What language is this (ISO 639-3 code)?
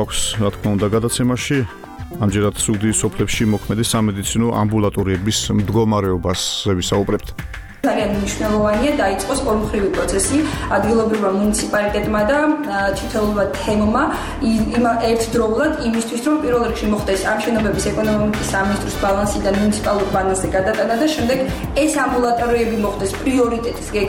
kat